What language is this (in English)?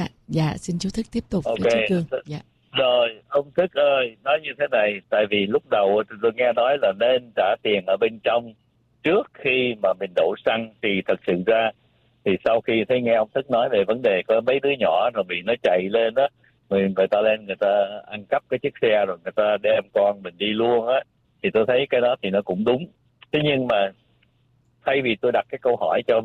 Vietnamese